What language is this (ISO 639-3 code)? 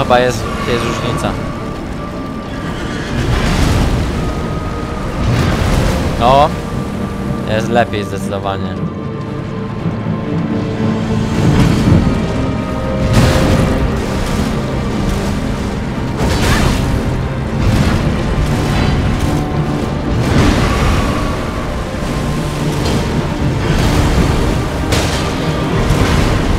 pol